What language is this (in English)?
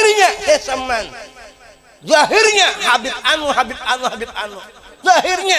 Banjar